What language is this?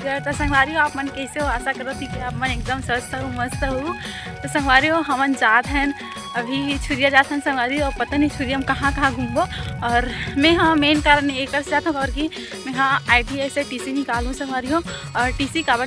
Chhattisgarhi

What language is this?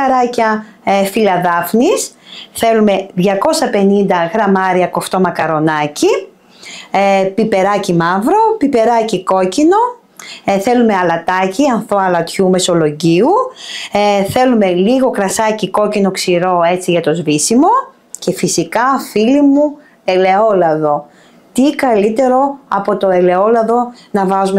Greek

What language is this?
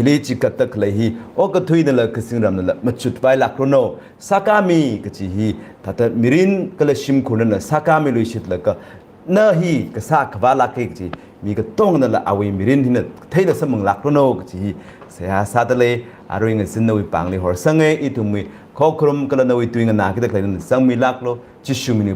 Tangkhul Naga (India)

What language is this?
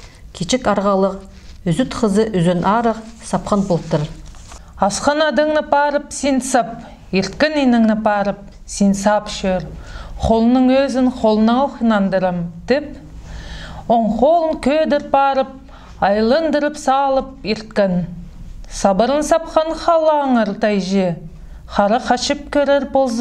Khakas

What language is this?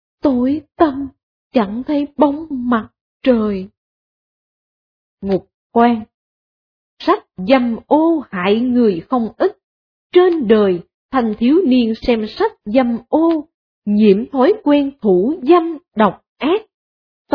Vietnamese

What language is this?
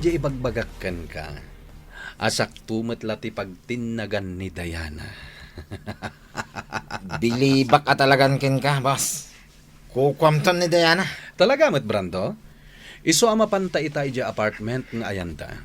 Iloko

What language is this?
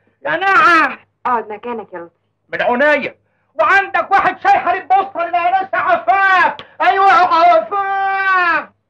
Egyptian Arabic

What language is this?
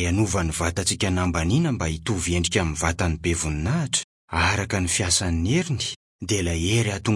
Malagasy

